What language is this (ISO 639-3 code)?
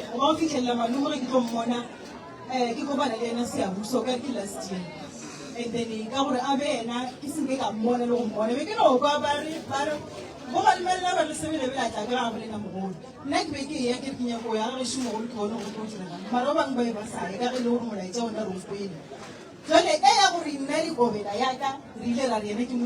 nso